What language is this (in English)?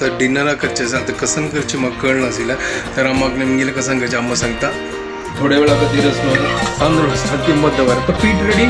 Konkani